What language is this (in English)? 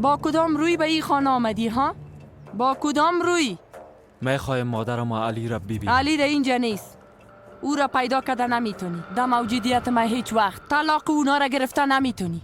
Persian